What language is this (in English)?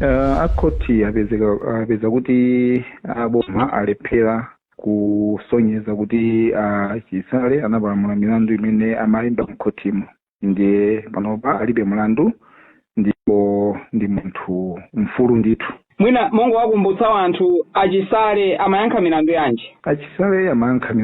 Nyanja